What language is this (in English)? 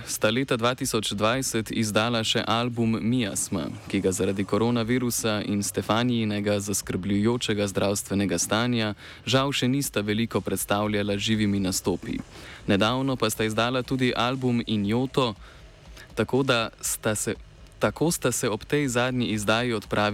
Slovenian